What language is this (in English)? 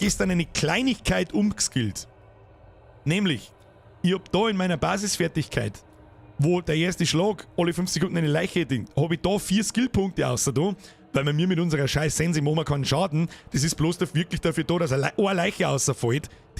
Bavarian